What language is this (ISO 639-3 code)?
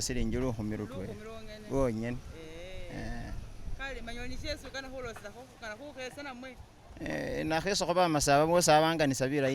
myx